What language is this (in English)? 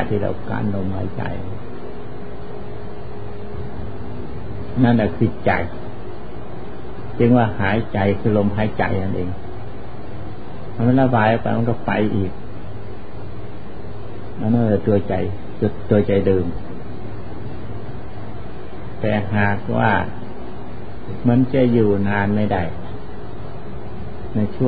Thai